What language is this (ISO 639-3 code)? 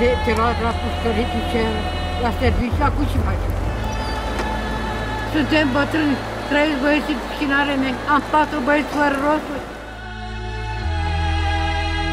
ron